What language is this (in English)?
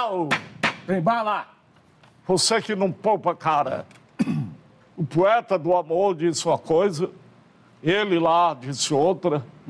Portuguese